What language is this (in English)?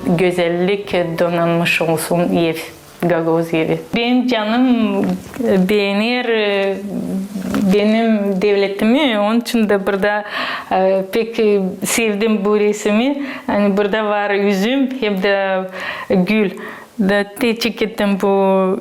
Gagauz